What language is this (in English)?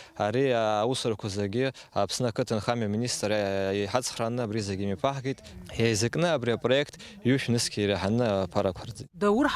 Abkhazian